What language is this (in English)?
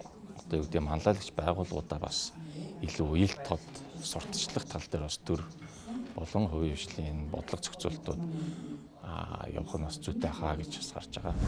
Mongolian